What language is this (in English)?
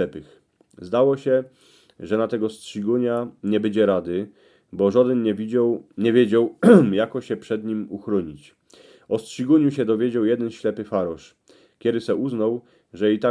Silesian